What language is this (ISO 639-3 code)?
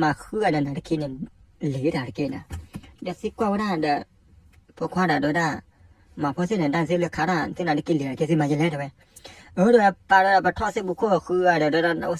ksw